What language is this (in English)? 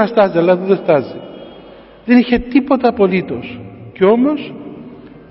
Greek